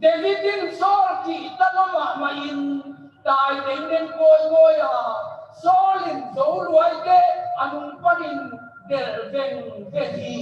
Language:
Tedim Chin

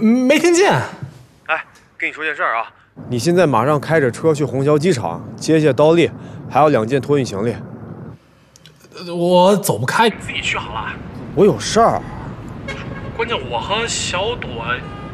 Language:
Chinese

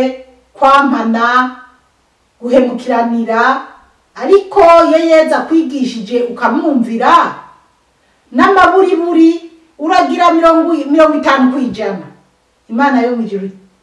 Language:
Rundi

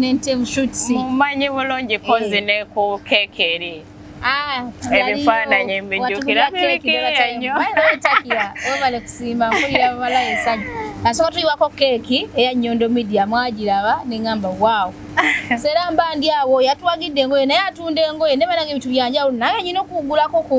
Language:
Ganda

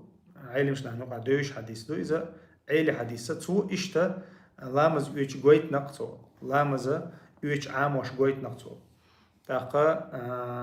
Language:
Chechen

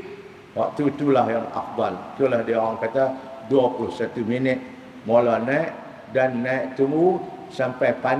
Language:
Malay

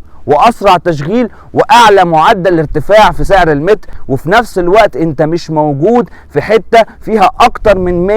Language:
Egyptian Arabic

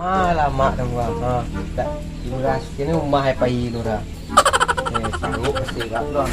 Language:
Minangkabau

